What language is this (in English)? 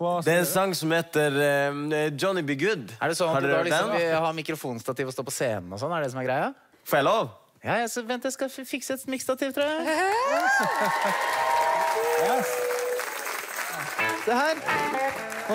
Norwegian